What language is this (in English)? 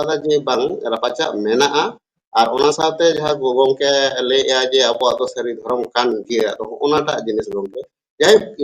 Santali